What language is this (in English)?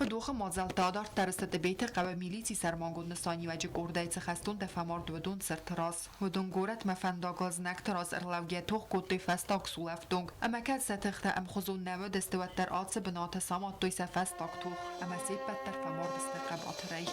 Ossetic